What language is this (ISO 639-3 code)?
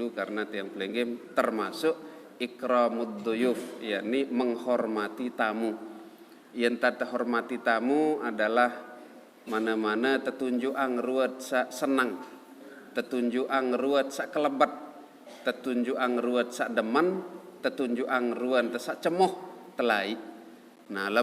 sas